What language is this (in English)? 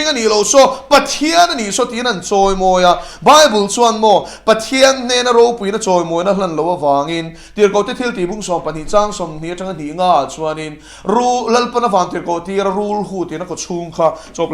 Mizo